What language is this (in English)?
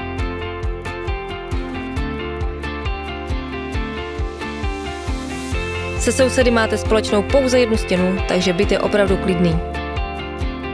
Czech